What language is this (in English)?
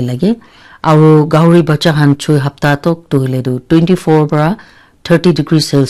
Naga Pidgin